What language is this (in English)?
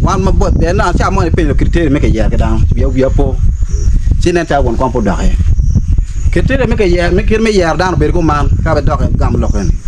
Acoli